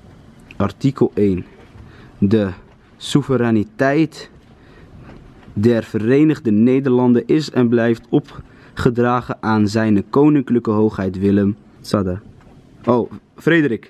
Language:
Dutch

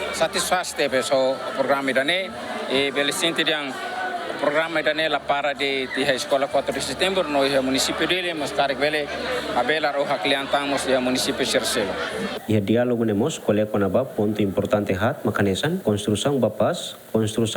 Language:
Tetum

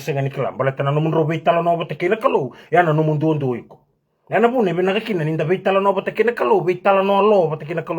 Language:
Fijian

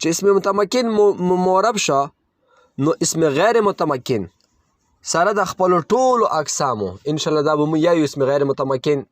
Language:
Pashto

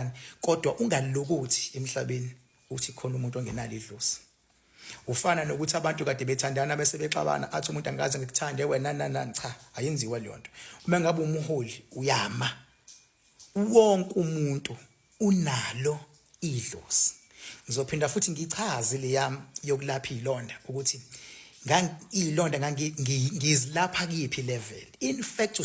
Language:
Zulu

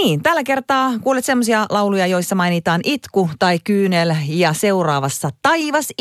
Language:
Finnish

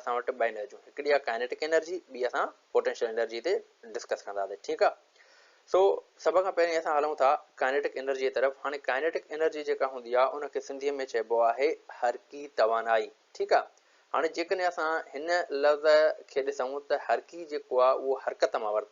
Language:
Sindhi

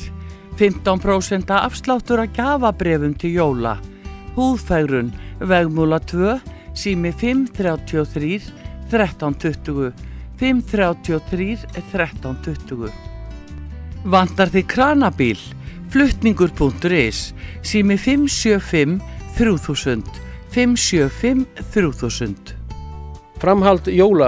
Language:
Icelandic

